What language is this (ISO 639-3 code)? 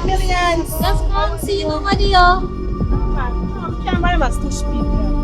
jam